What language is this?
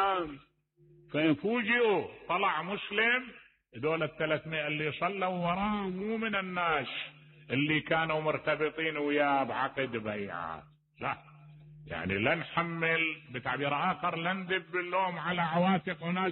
Mesopotamian Arabic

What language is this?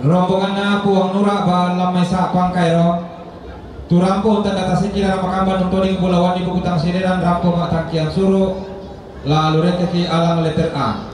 Toraja-Sa'dan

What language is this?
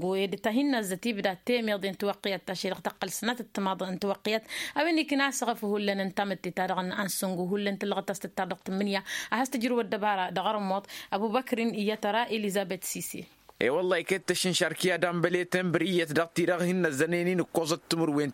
Tamasheq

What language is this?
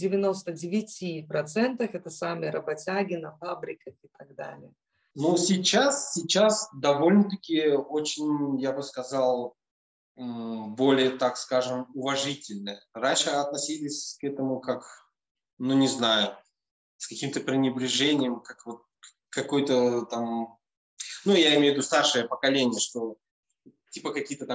Russian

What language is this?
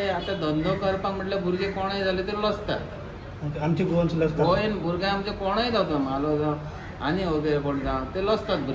Konkani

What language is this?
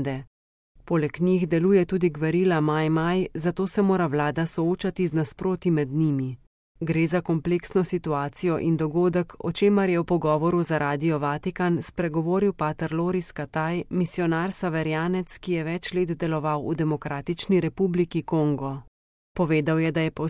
Slovenian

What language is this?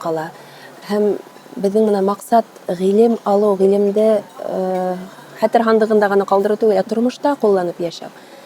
Bashkir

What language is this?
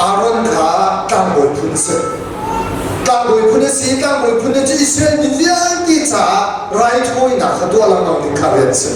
Hakha Chin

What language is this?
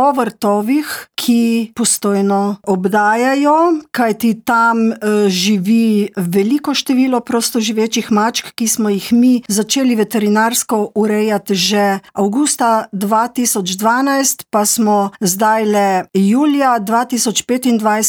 Slovenian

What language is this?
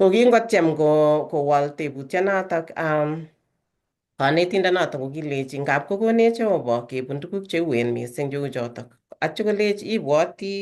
Kalenjin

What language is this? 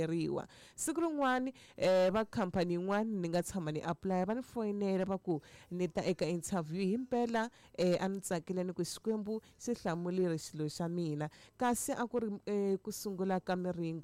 Tsonga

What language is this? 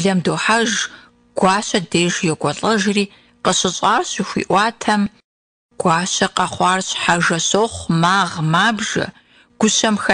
Kabardian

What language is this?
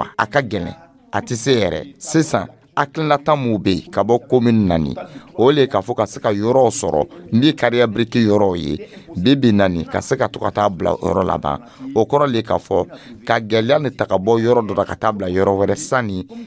Dyula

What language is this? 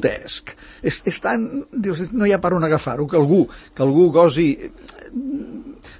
Catalan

